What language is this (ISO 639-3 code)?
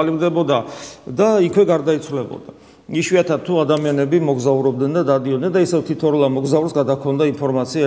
kat